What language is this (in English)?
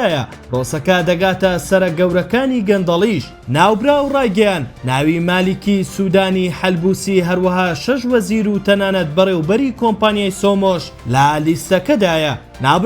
Central Kurdish